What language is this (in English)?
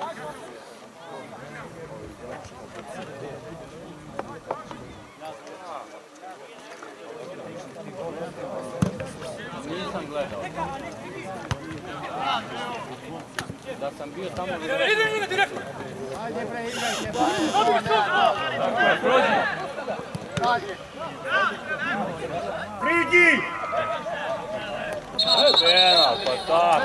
Serbian